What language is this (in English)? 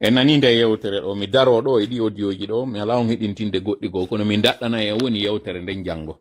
Pular